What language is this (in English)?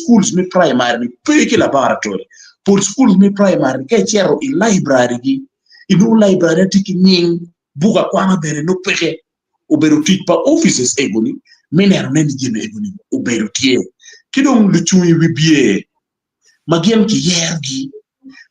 Acoli